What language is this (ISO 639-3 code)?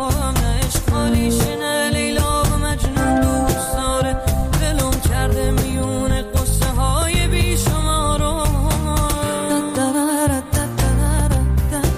fas